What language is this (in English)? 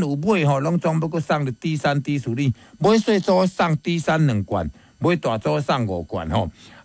Min Nan Chinese